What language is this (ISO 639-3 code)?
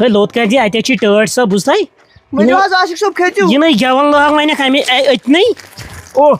kas